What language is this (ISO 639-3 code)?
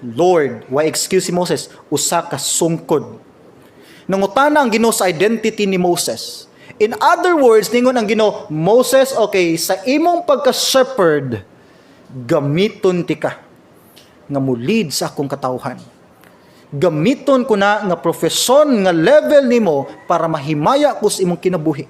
ceb